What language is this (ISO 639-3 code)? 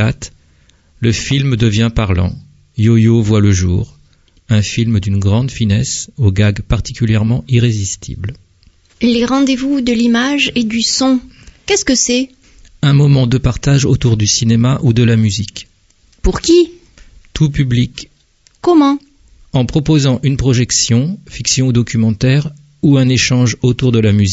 fra